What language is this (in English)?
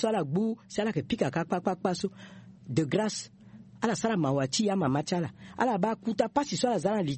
Sango